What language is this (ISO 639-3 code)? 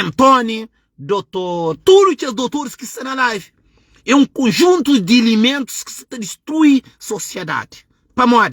kea